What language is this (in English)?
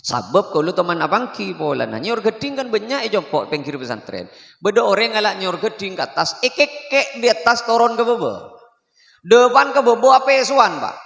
Madurese